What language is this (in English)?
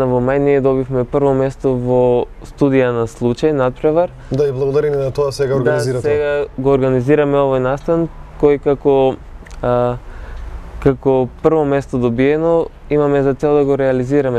Macedonian